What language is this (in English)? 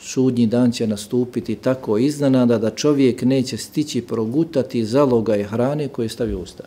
Bosnian